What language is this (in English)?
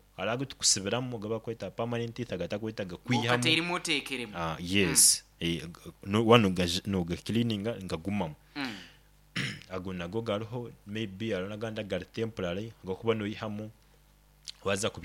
Nyoro